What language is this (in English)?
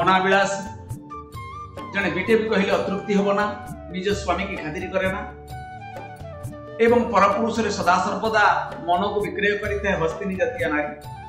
Odia